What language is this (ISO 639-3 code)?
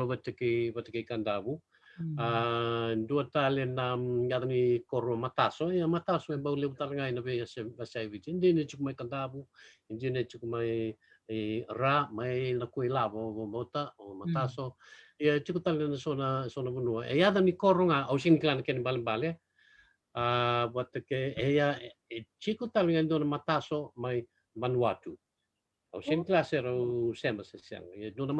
fij